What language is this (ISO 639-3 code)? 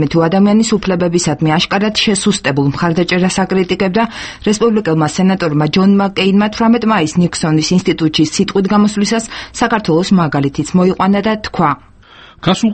kat